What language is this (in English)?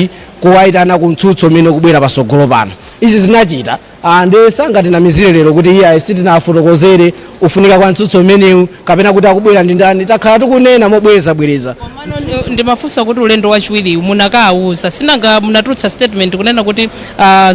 Nyanja